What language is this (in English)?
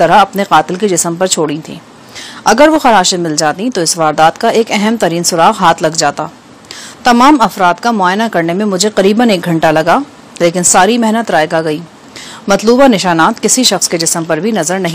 Urdu